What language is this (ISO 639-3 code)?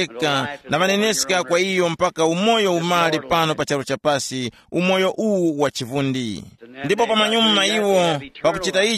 tum